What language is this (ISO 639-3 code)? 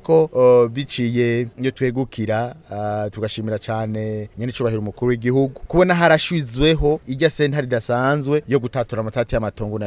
run